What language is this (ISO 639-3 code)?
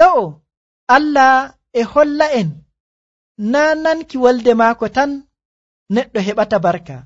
fuv